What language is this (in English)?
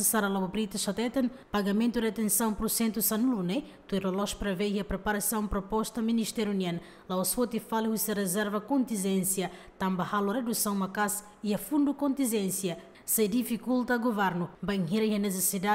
Tetum